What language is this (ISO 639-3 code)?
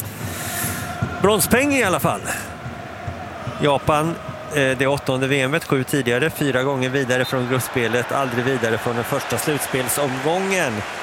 swe